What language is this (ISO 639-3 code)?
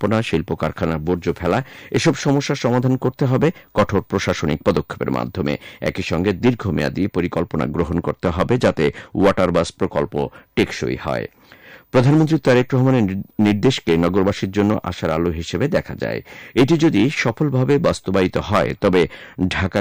ben